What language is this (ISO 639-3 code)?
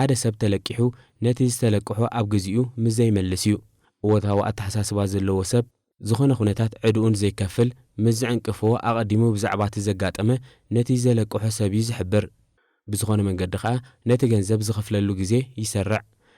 tir